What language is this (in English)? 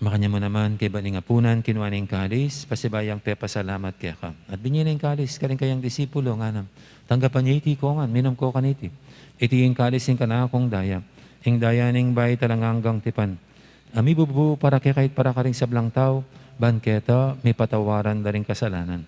Pampanga